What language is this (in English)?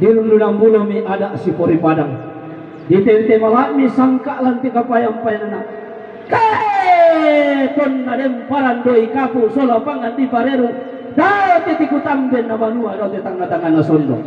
Toraja-Sa'dan